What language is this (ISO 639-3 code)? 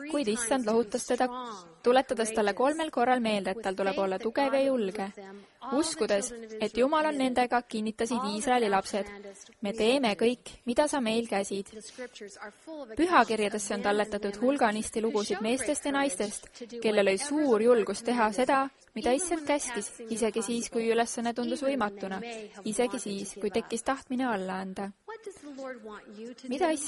est